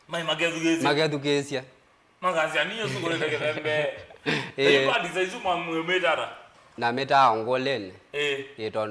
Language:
Kamba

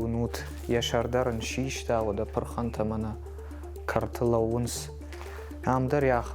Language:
Ossetic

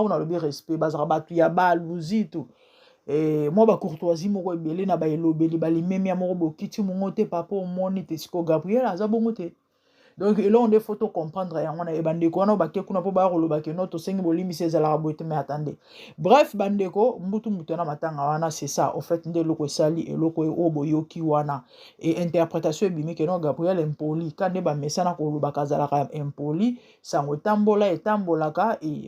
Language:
Lingala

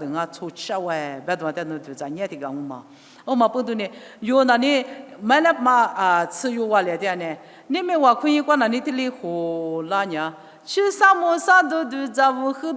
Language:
Lisu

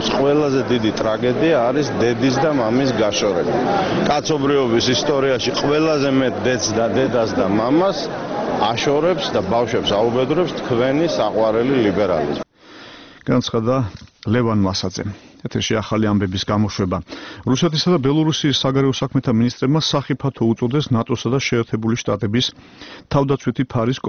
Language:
Georgian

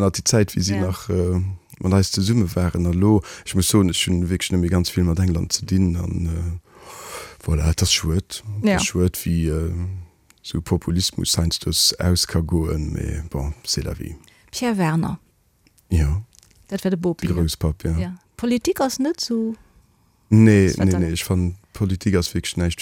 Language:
Luxembourgish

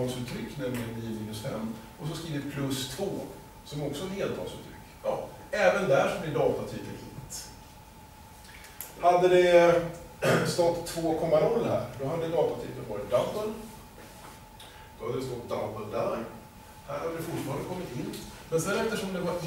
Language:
Swedish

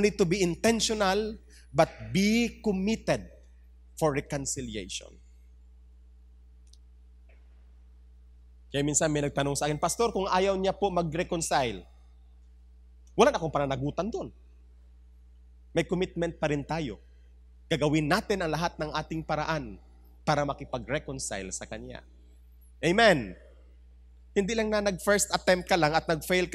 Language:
Filipino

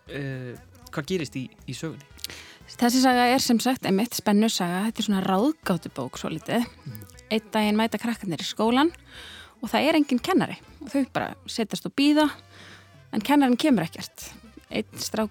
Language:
Icelandic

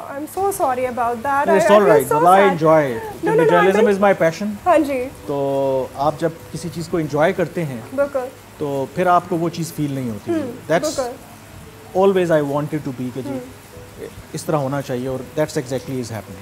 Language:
Urdu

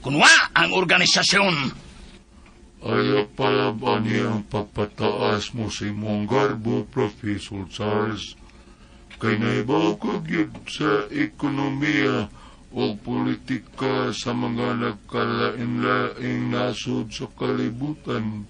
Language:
Cebuano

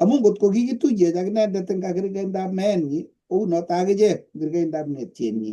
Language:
Kalenjin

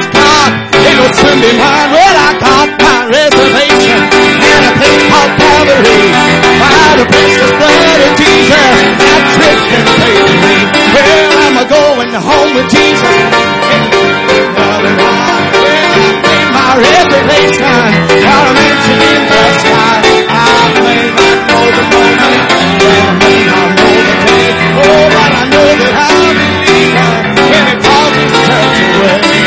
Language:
English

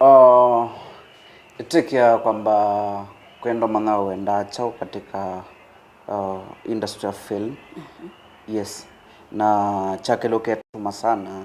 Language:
Kamba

